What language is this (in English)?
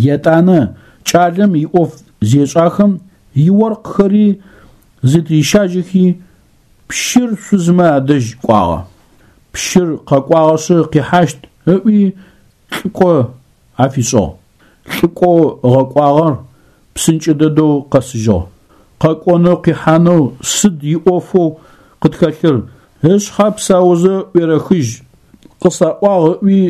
Adyghe